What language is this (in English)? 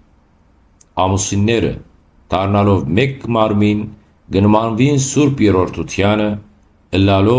Western Armenian